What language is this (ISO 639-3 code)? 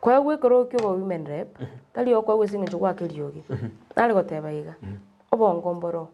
guz